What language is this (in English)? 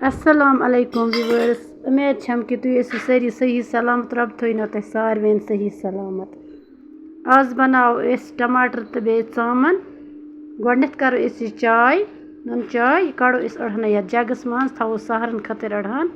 Kashmiri